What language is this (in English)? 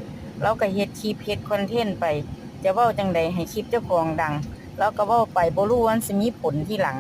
Northeastern Thai